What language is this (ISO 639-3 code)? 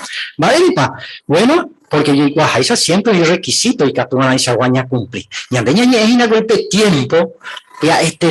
grn